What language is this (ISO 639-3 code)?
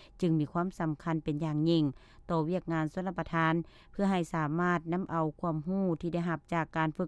lao